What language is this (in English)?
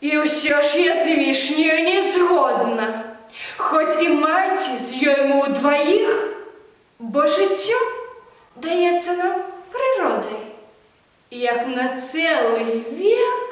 Belarusian